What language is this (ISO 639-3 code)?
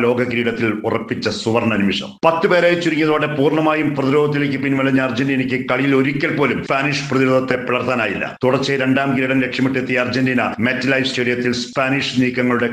mal